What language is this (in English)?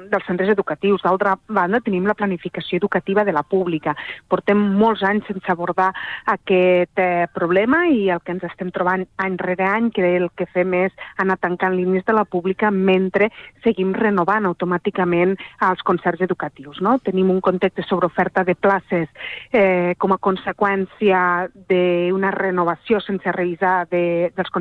Catalan